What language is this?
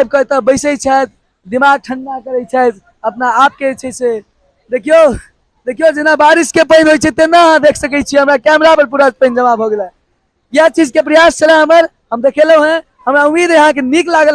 Maithili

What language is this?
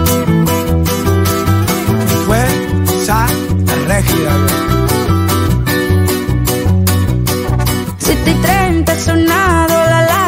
Spanish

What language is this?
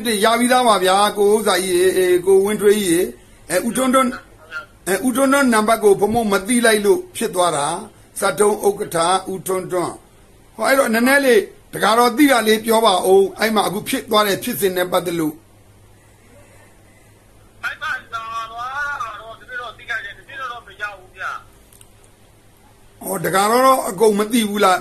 Burmese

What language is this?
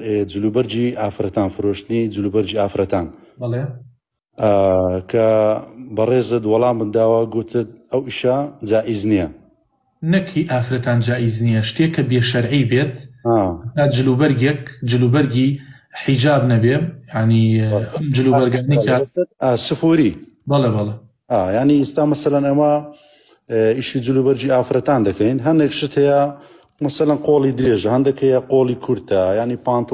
Central Kurdish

